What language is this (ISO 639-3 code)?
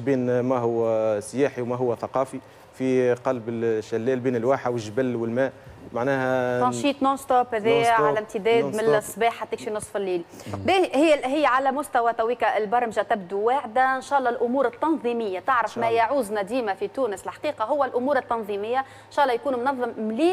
aeb